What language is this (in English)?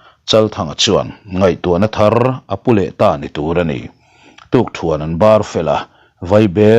Mizo